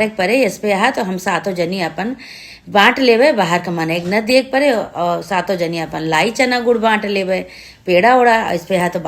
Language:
Awadhi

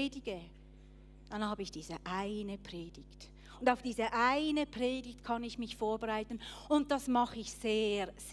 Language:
Swiss German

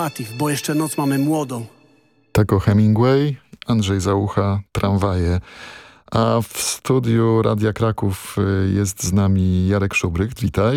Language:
Polish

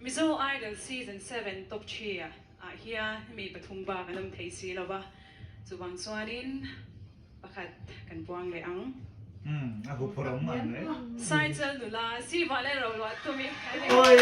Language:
Mizo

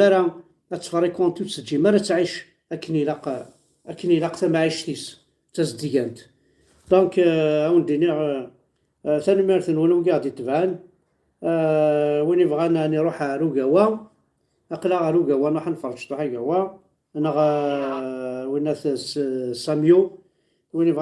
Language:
Kabyle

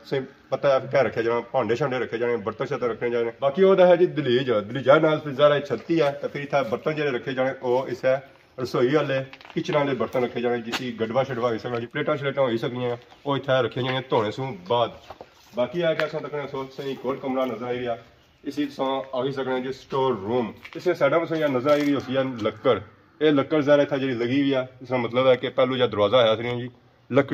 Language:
Pahari-Potwari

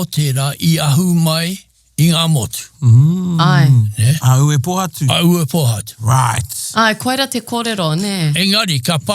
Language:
Māori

